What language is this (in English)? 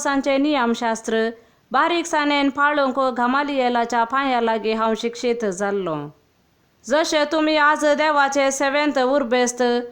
Konkani